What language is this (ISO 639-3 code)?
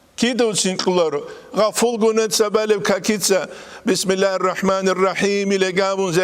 ava